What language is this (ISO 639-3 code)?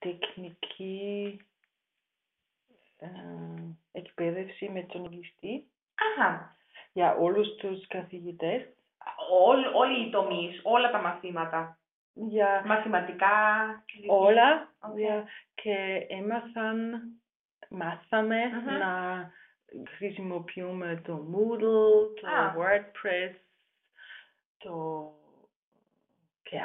ell